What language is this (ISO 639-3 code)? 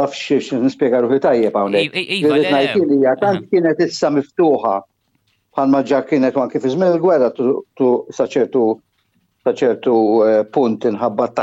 mlt